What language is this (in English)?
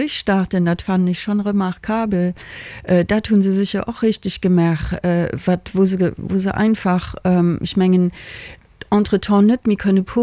Luxembourgish